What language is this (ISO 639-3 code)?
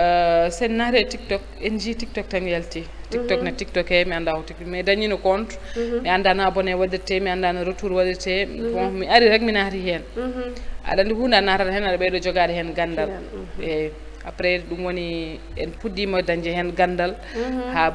ful